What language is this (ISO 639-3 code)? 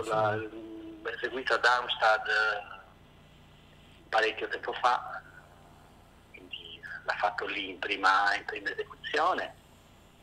ita